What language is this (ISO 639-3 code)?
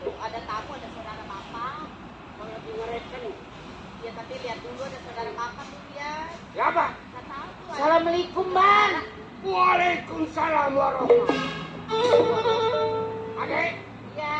bew